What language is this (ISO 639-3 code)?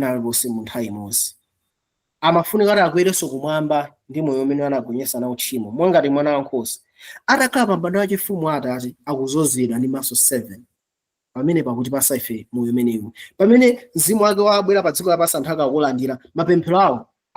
nya